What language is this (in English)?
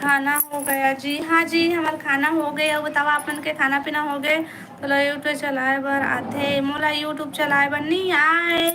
Chhattisgarhi